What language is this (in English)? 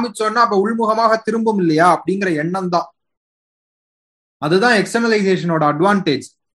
Tamil